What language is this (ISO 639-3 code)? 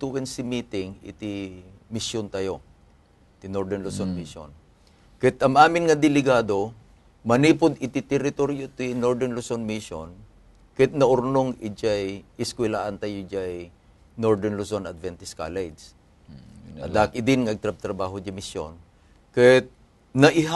ilo